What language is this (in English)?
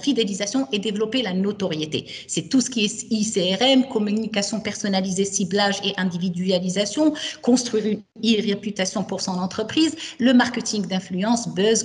French